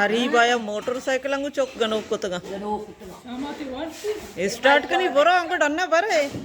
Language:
Baluchi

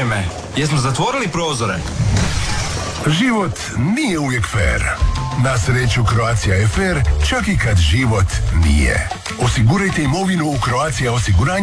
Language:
Croatian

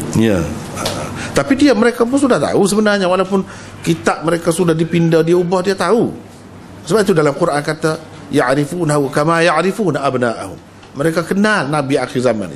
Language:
Malay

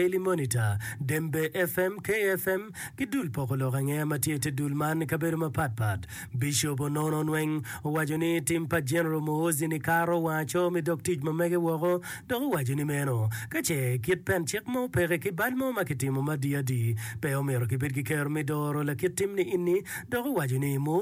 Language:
Acoli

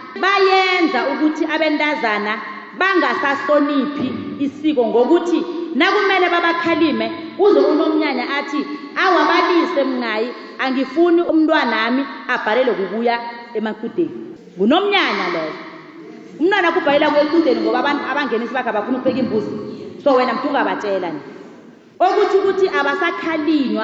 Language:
South Ndebele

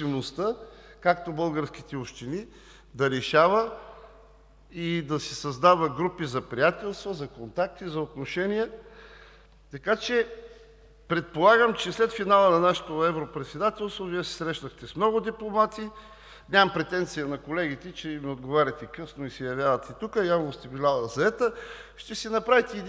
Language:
Bulgarian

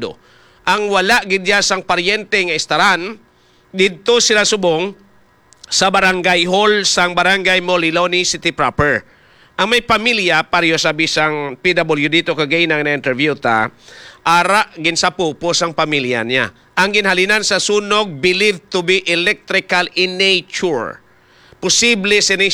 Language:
Hiligaynon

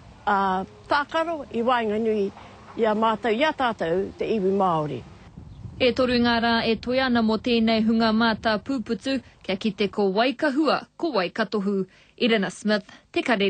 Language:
Māori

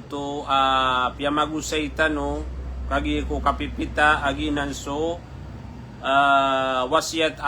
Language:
Maranao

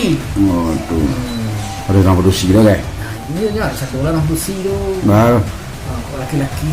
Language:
Minangkabau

